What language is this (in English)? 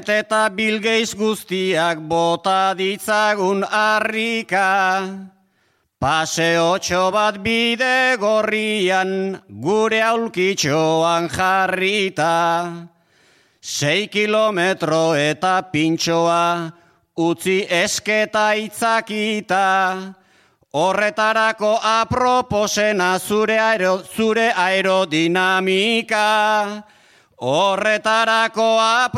Basque